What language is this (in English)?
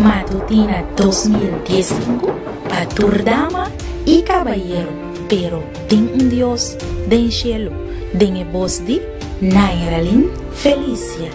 Papiamento